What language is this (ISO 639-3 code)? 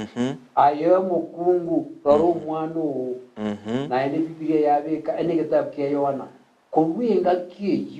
guz